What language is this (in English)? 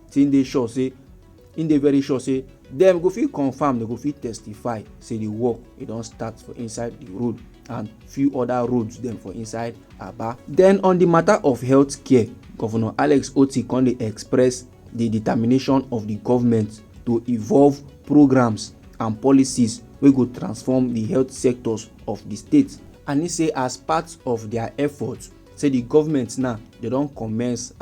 Nigerian Pidgin